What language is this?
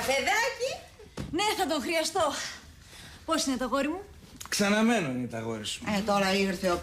Greek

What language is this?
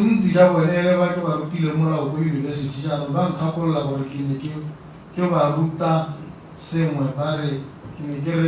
Tswana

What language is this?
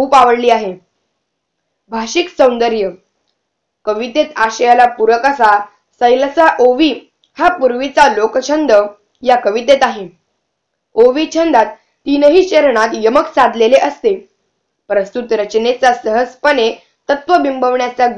Marathi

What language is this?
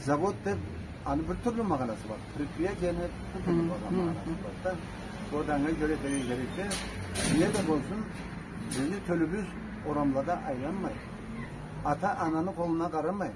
Karachay-Balkar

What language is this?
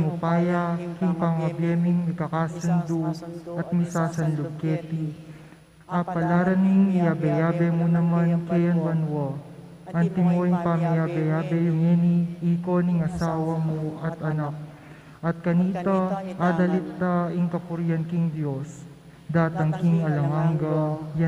Pampanga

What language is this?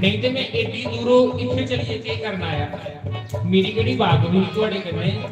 Dogri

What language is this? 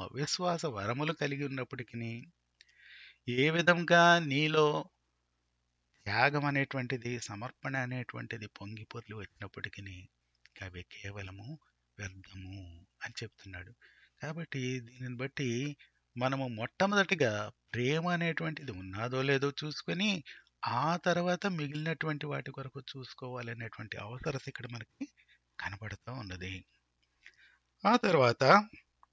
Telugu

